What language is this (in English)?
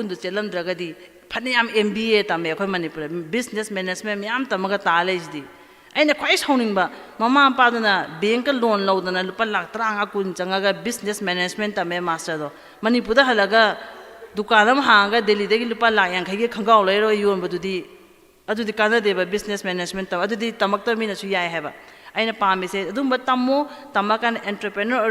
Manipuri